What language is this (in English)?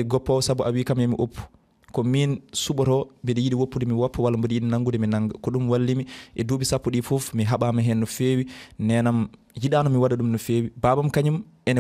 Fula